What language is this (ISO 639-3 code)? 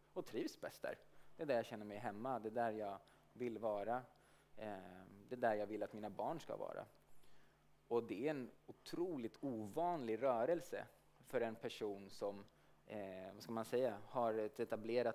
swe